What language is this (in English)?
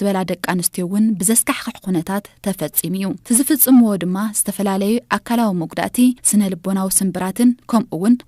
Tigrinya